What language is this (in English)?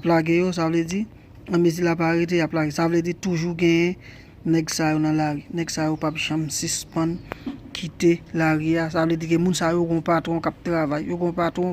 Haitian Creole